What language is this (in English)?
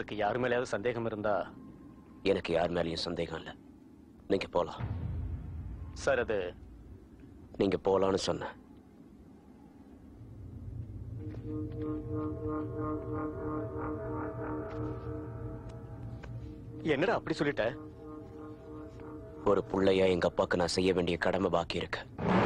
Tamil